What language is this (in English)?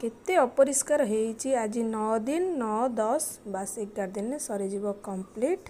Odia